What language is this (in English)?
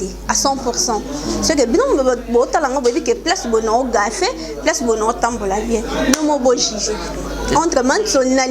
Lingala